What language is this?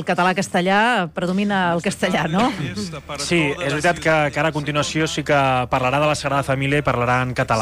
Catalan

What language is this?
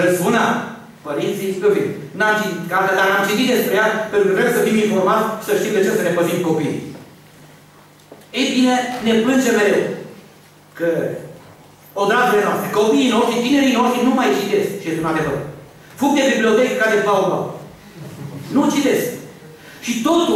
Romanian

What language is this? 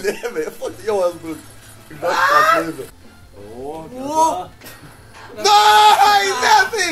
Faroese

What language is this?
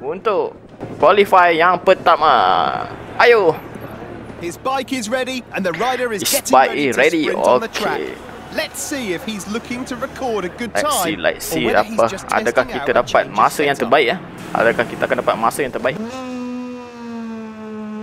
Malay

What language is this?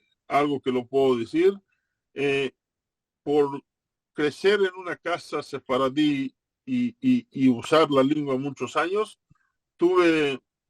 Ladino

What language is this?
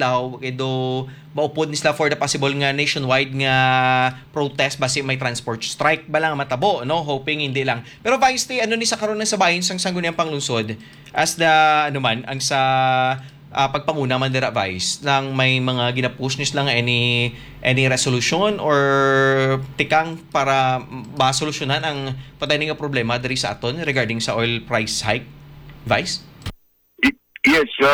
Hiligaynon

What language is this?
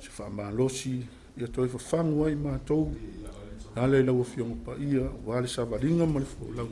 Samoan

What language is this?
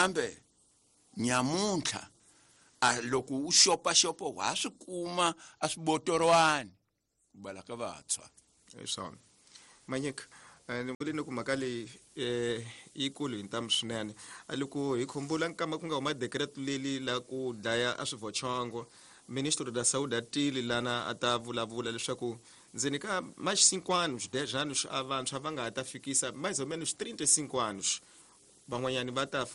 Tsonga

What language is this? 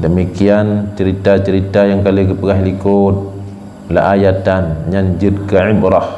Achinese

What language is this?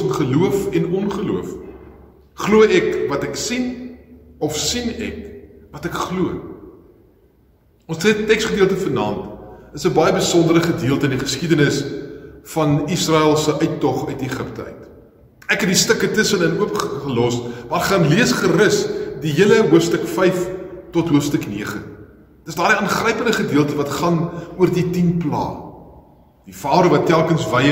Afrikaans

